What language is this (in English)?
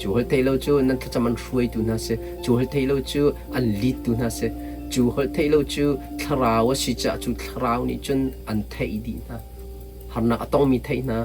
Hakha Chin